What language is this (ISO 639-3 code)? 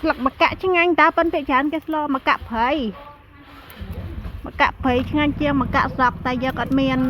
khm